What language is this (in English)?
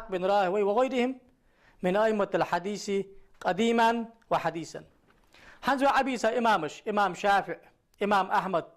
Ingush